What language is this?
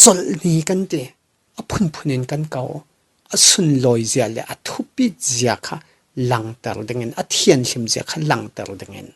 Falam Chin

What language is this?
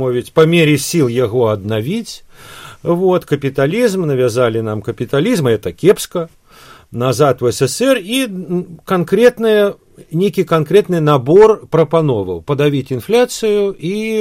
Belarusian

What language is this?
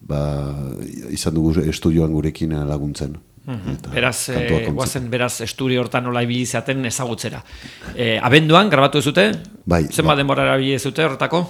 Basque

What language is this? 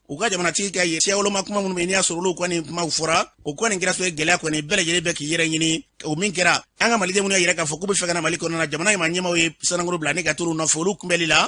Bambara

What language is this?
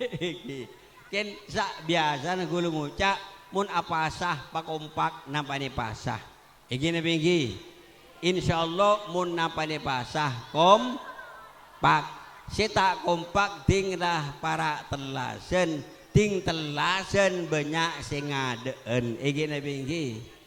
Madurese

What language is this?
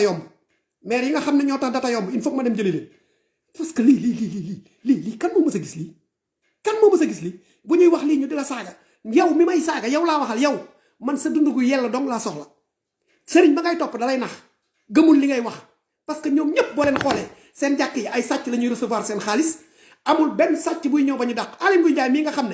Wolof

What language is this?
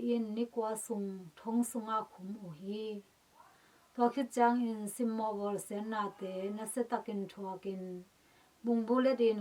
Tedim Chin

